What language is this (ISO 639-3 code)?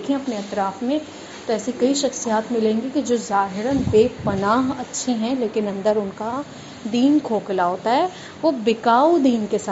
urd